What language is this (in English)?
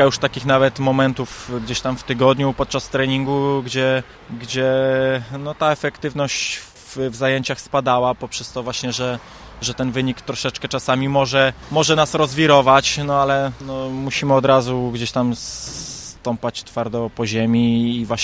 Polish